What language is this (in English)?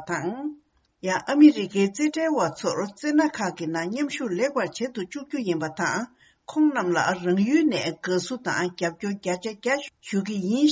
Tibetan